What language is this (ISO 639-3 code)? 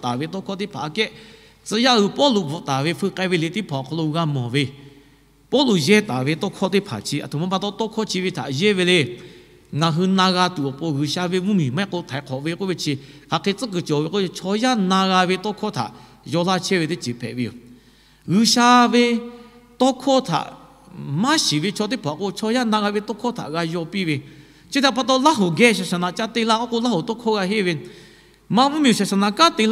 lhu